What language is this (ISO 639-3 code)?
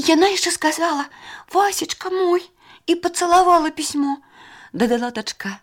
bel